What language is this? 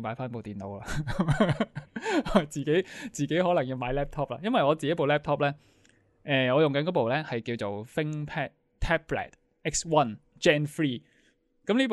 Cantonese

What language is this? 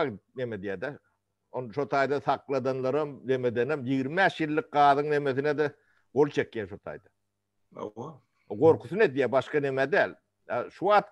Turkmen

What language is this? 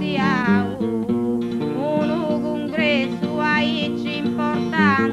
Sardinian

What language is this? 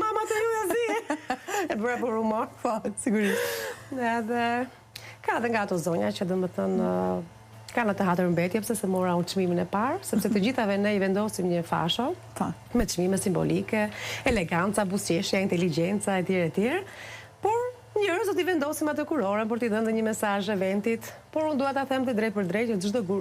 Albanian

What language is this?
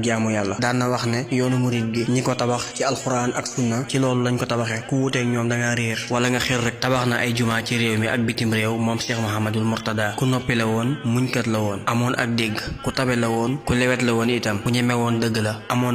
Wolof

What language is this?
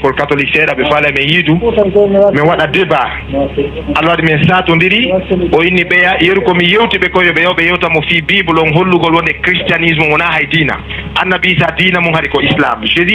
Fula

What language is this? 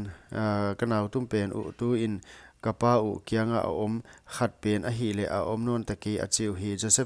Paite Chin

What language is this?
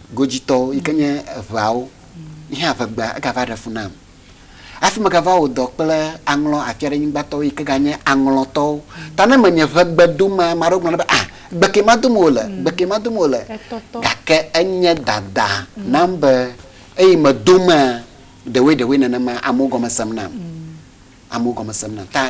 Ewe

